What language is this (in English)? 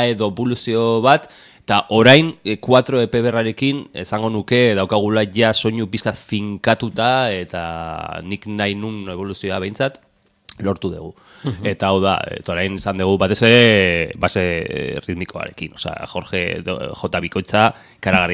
Basque